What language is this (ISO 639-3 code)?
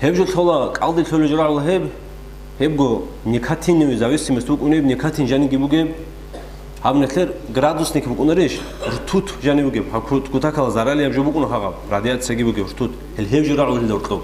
ava